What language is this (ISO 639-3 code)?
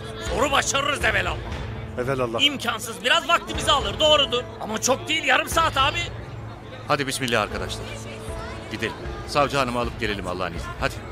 tur